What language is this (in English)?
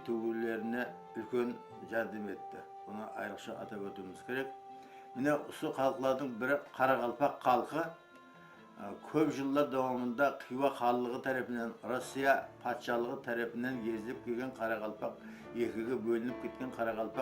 Kara-Kalpak